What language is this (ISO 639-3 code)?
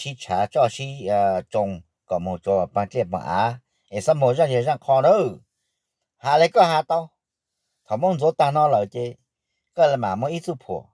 hmn